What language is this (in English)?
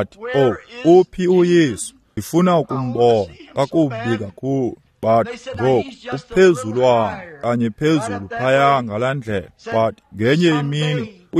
Xhosa